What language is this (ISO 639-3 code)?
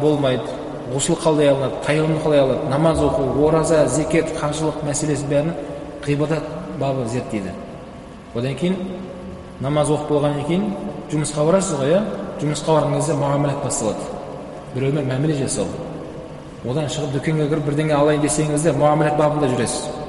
kaz